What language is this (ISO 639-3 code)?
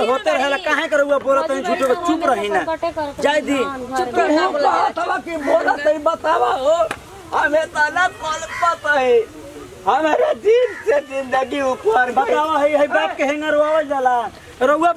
bho